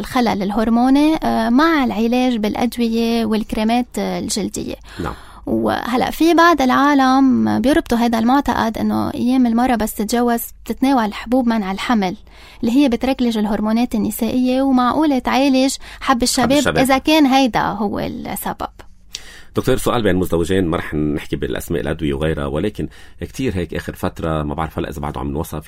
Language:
North Levantine Arabic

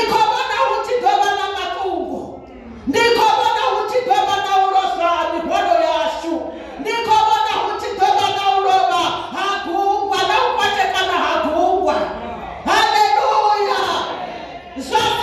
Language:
Venda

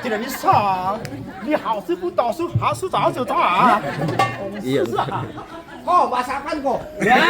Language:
Betawi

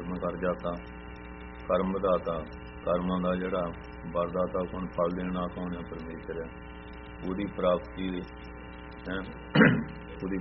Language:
Punjabi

